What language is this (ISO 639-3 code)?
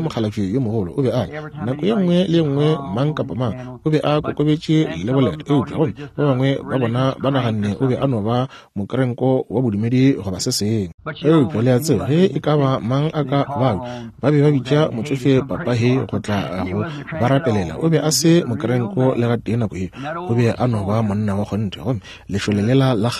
nso